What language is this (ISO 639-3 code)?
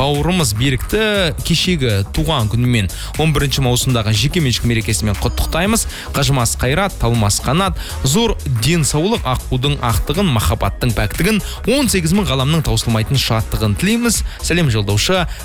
kaz